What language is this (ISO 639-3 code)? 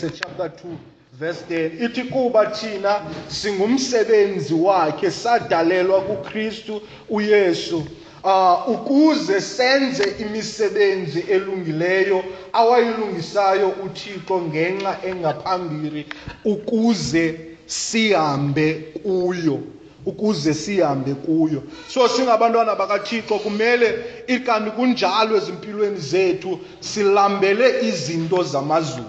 xho